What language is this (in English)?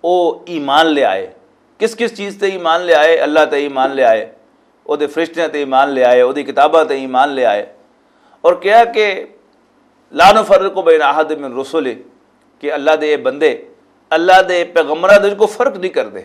Western Panjabi